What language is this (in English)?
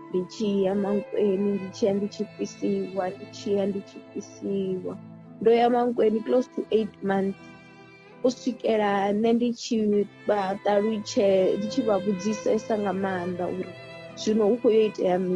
Venda